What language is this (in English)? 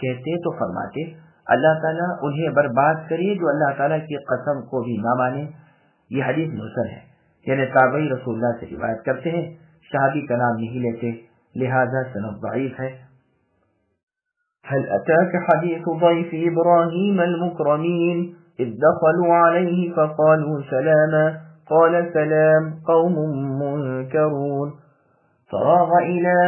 Urdu